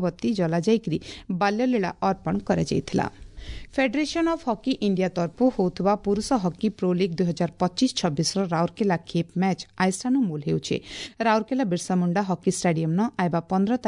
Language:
Odia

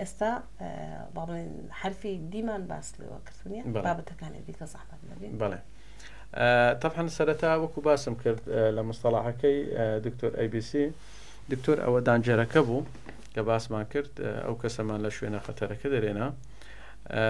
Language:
Central Kurdish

